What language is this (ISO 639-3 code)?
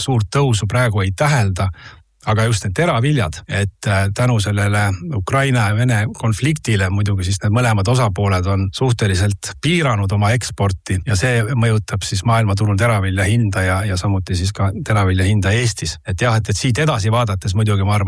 est